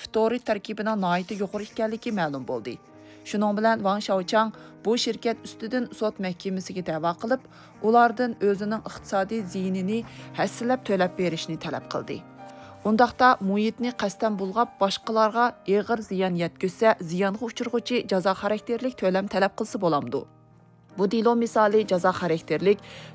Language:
Uyghur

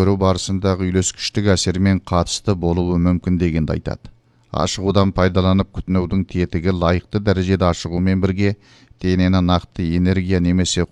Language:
Kazakh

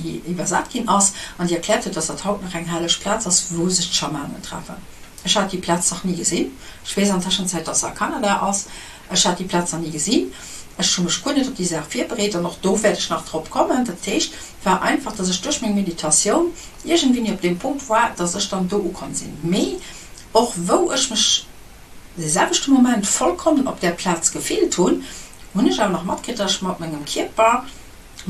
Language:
Luxembourgish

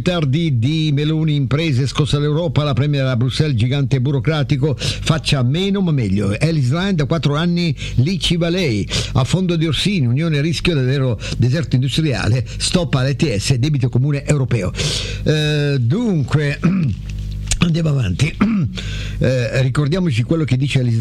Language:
Italian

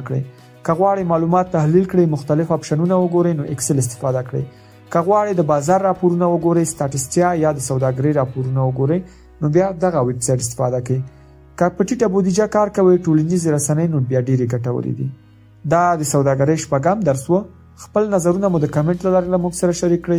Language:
Pashto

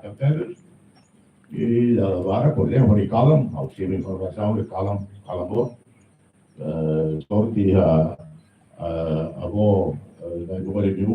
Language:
Tetum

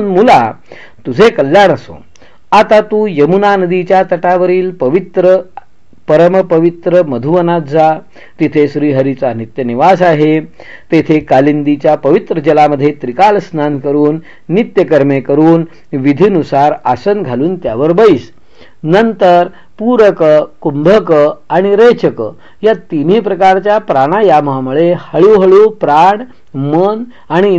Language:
Marathi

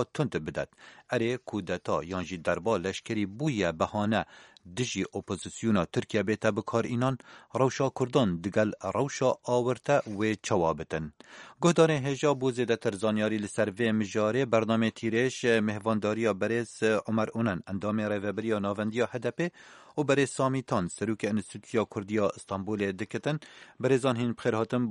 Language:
Kurdish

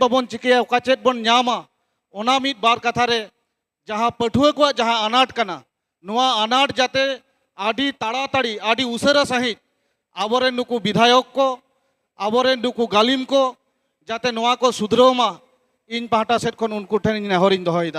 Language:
Santali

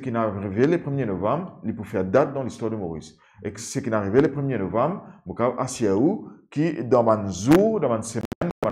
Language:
Morisyen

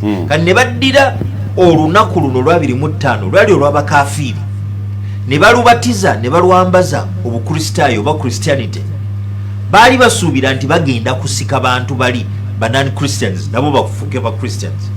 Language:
Ganda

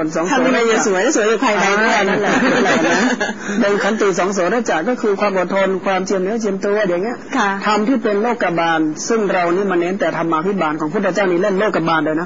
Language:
Thai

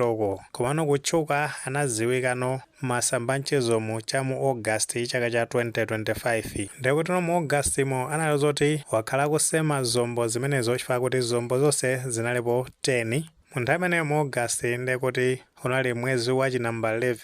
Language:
Nyanja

